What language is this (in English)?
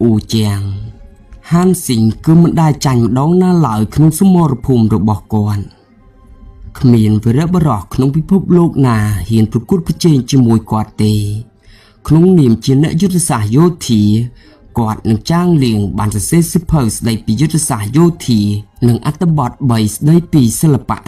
Khmer